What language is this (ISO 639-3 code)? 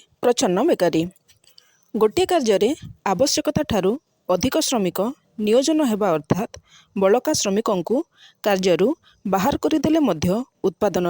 ori